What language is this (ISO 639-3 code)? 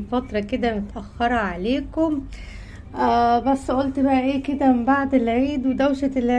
arz